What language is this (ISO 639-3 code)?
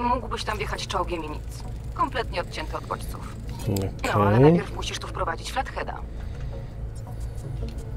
pol